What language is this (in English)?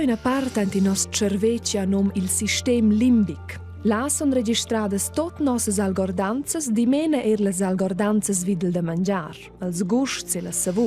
Romansh